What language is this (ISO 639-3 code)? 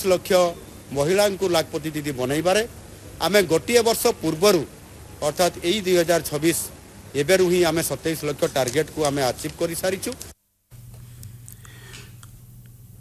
ori